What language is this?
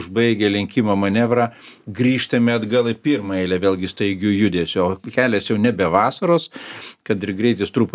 Lithuanian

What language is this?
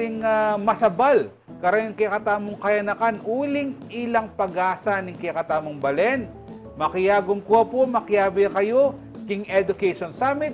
Pampanga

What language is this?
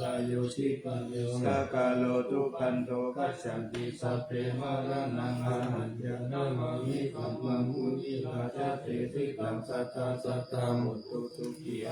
Pali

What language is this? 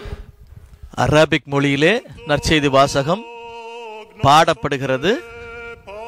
Tamil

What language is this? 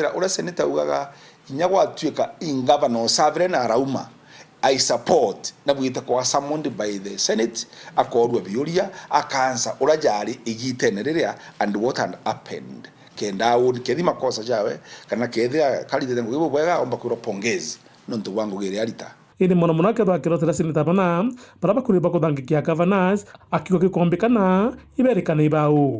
Meru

